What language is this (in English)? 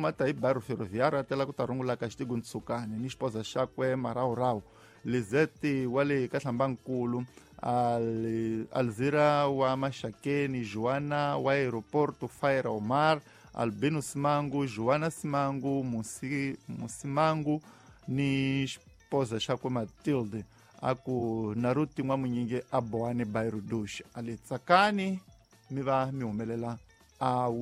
Tsonga